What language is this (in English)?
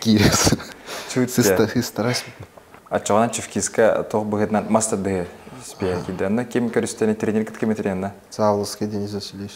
Yakut